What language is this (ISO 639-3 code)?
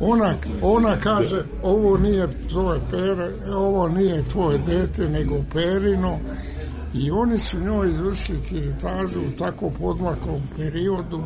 srp